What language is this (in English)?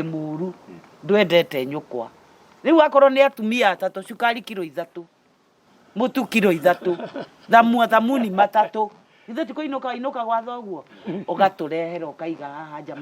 Kikuyu